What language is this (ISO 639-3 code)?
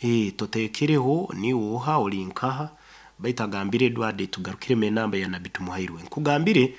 nyo